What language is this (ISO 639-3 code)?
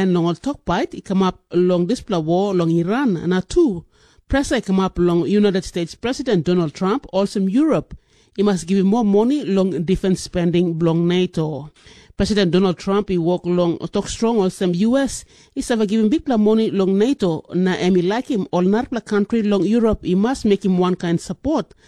tpi